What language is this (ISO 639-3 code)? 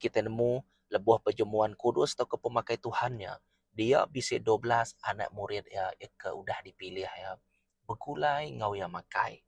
iba